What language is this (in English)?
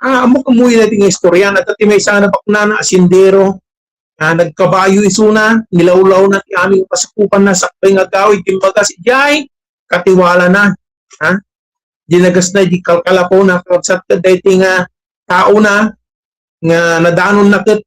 Iloko